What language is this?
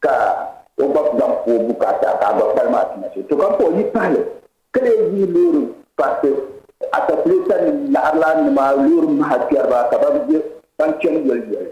Dagbani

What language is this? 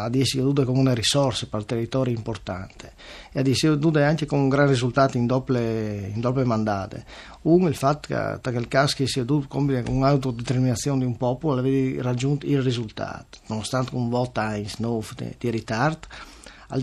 Friulian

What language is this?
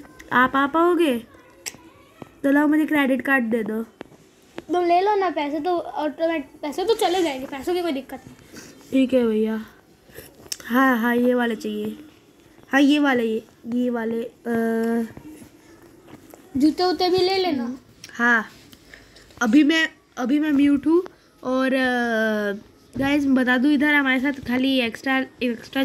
Hindi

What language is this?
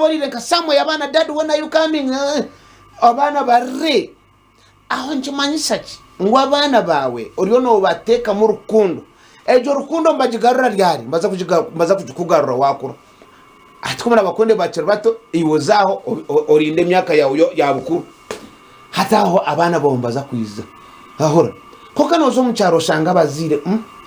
Nyankole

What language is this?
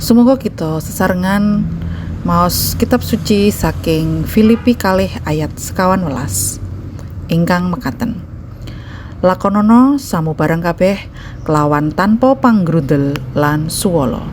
Javanese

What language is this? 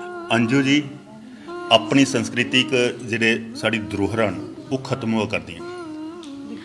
Dogri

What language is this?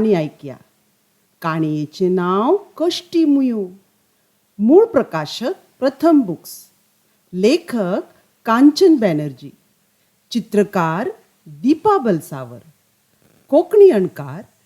Konkani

